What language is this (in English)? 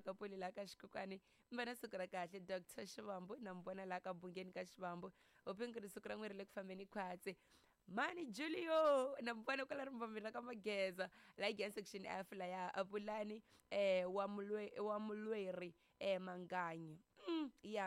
Tsonga